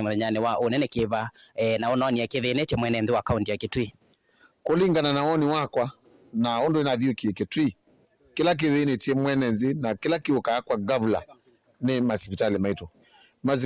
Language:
Kamba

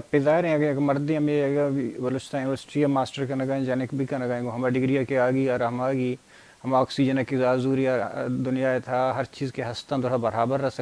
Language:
Baluchi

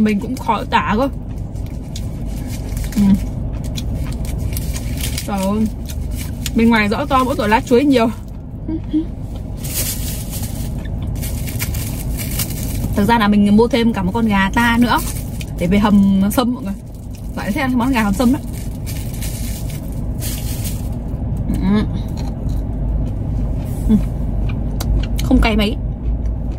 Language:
Vietnamese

